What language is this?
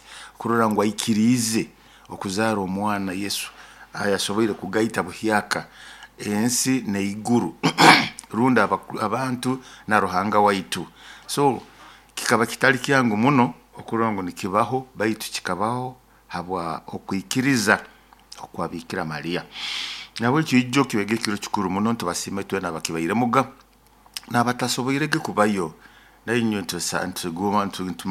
Nyoro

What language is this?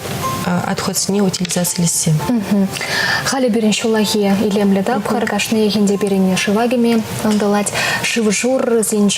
Chuvash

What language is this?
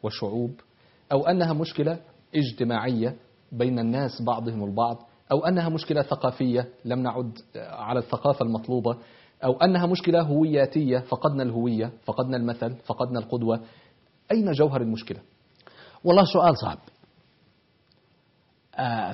Arabic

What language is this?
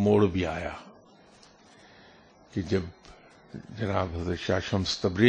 Urdu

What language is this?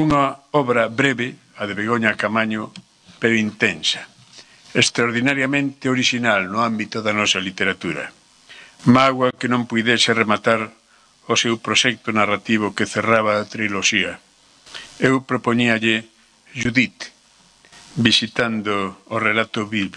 Galician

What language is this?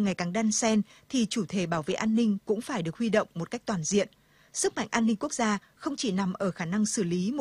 Vietnamese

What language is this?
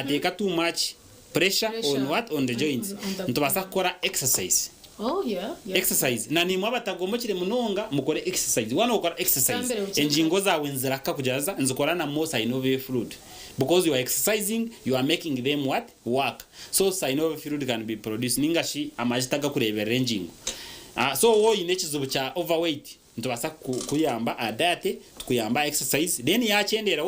Nyankole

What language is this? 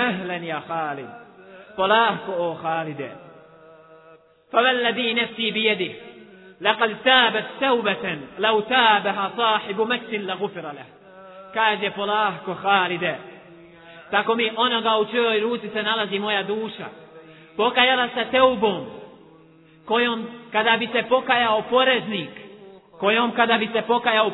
Bosnian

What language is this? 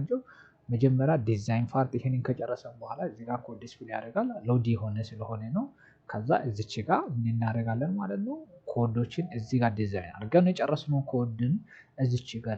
Amharic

